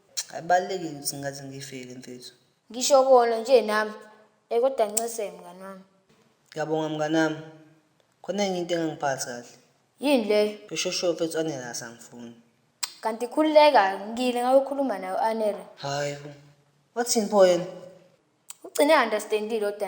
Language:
Zulu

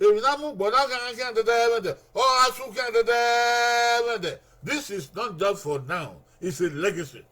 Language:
Bini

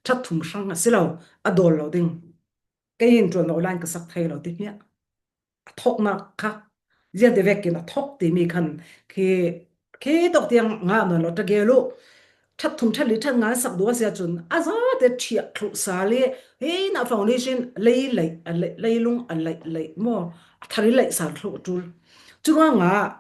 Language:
Falam Chin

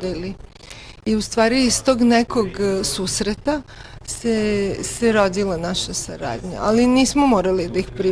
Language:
Bosnian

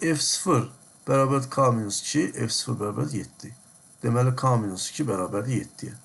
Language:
Azerbaijani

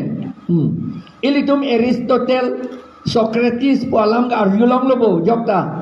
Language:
Karbi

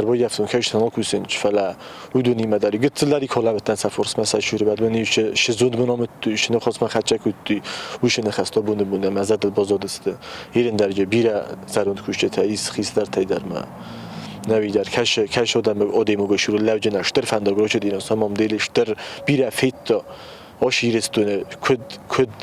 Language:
Ossetic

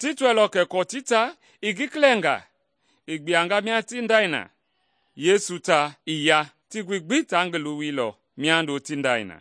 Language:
Mende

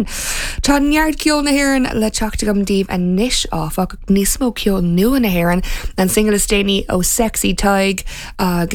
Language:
Irish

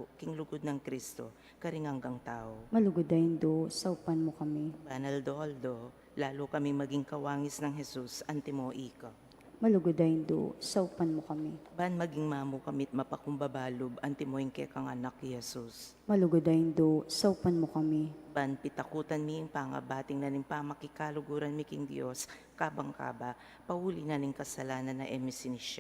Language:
Pampanga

